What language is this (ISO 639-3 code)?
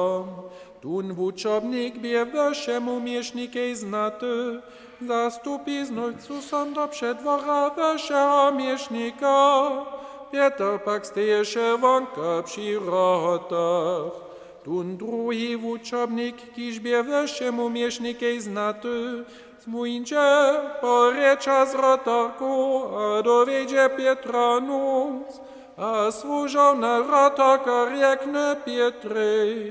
hsb